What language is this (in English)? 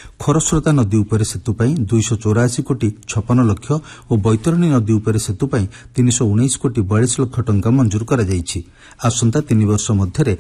Odia